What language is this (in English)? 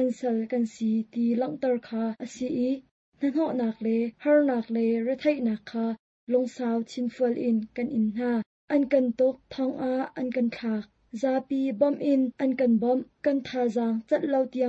Hakha Chin